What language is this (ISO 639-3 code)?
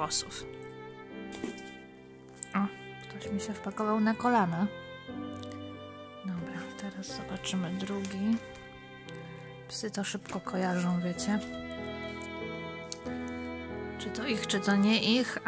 pol